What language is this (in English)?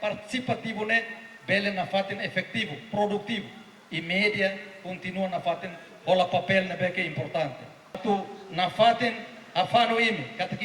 Tetum